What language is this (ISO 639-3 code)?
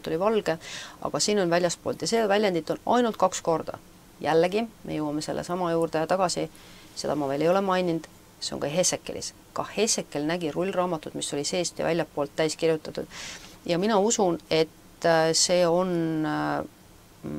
est